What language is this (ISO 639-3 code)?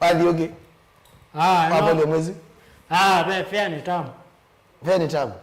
kam